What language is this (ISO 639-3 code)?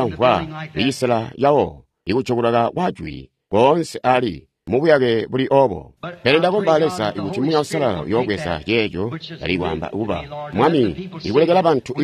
toi